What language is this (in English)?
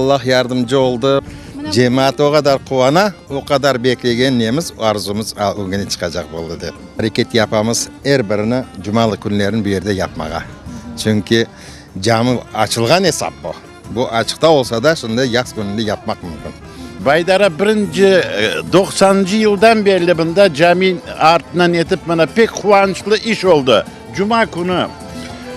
Crimean Tatar